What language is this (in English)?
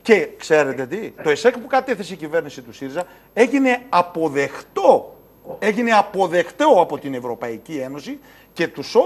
Greek